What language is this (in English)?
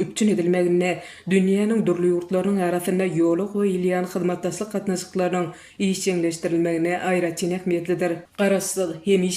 Turkmen